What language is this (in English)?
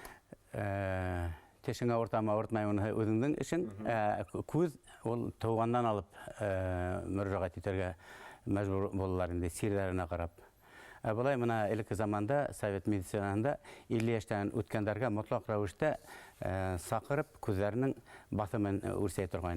Bashkir